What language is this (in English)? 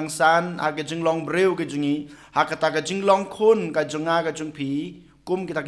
Khasi